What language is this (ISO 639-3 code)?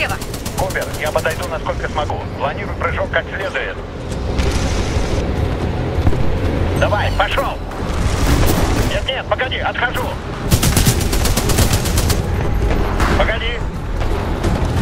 rus